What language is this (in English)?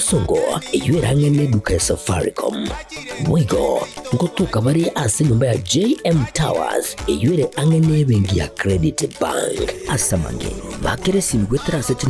Gusii